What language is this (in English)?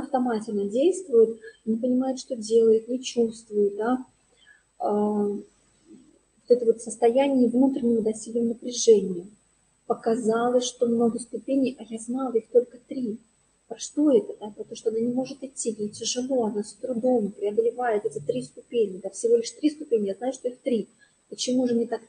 Russian